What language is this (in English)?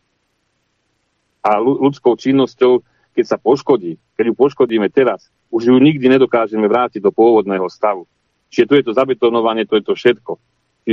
Slovak